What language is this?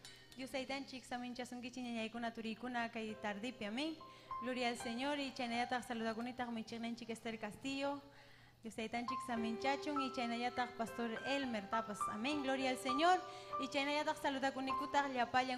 Ayacucho Quechua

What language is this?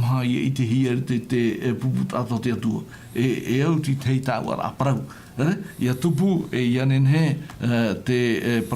Tahitian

